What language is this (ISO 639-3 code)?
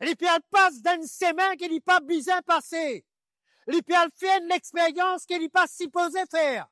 mfe